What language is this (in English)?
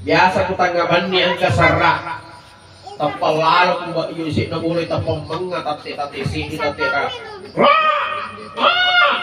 Buginese